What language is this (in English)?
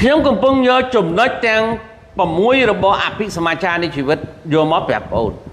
Khmer